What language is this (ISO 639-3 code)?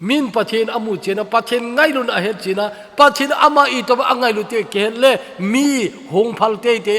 tcz